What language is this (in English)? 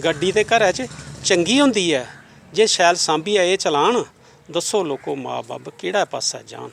Dogri